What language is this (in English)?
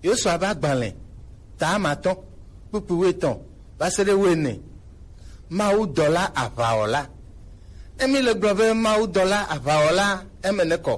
Gen